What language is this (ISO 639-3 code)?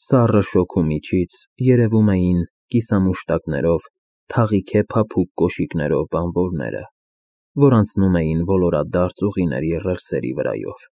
hye